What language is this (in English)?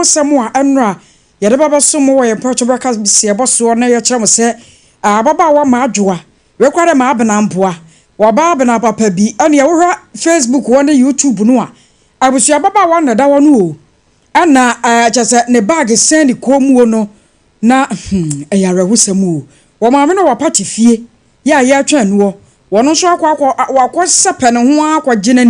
Akan